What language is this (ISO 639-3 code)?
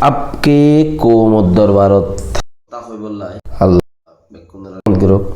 rhg